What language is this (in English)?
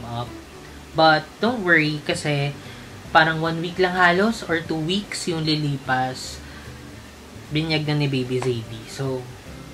Filipino